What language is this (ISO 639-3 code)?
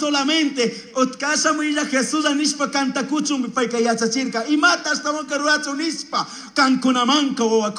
qug